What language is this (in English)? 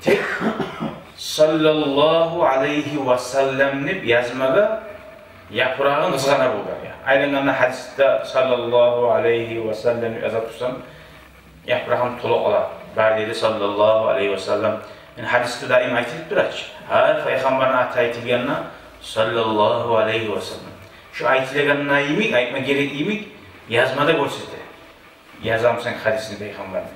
Kumyk